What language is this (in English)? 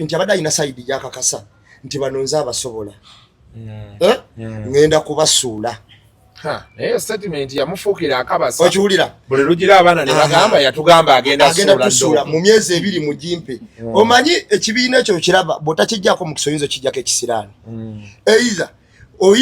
Ganda